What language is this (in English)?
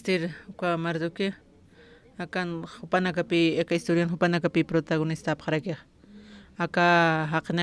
Aymara